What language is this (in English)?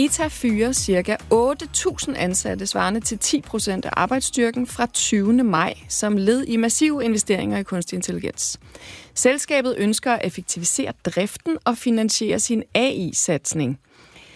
Danish